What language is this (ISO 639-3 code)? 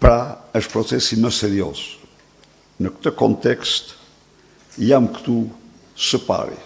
sqi